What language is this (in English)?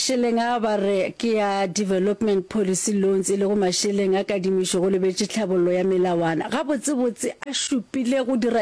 Northern Sotho